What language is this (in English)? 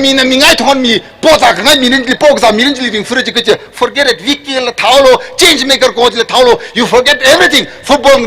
Tangkhul Naga (India)